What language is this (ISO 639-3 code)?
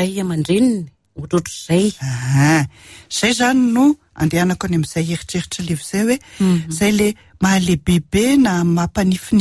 mlg